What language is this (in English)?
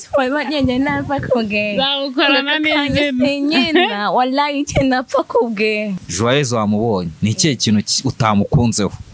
Kinyarwanda